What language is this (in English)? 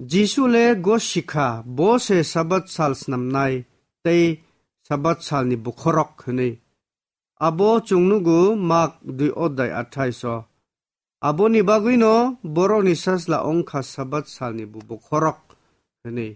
Kok Borok